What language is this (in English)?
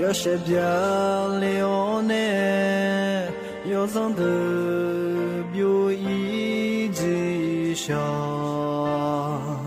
Akha